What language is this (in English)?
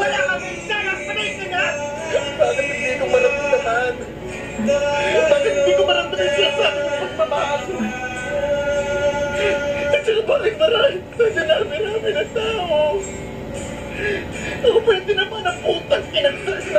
Filipino